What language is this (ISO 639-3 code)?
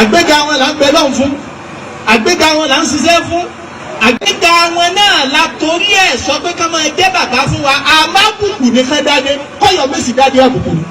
yor